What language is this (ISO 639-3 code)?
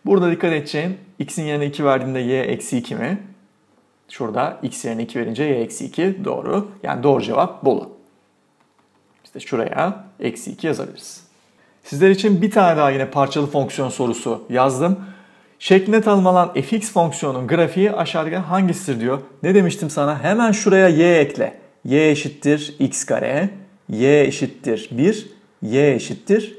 tur